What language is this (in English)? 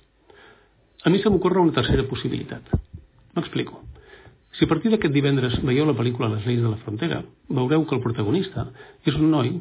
Catalan